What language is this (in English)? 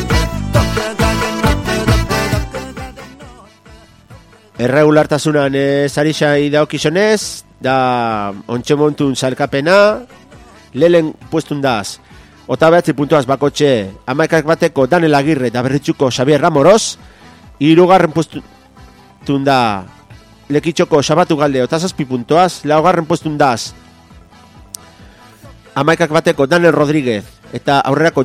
Basque